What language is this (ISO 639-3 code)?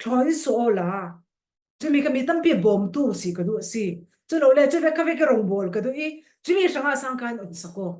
cfm